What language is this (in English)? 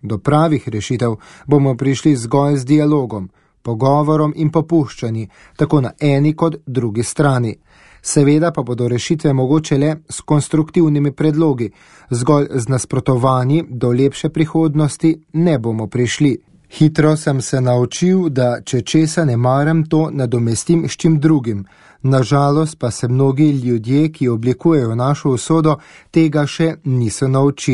Slovenian